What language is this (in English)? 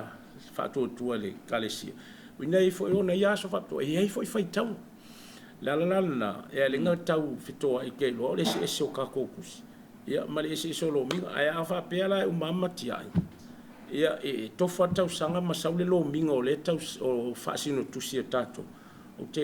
Samoan